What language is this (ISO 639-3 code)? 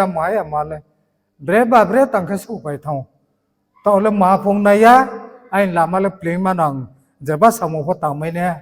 ria